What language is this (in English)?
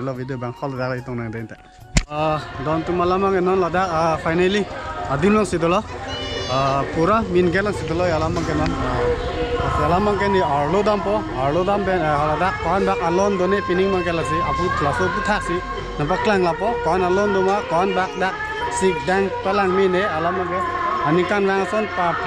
Karbi